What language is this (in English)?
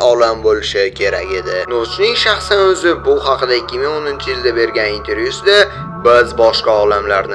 Uzbek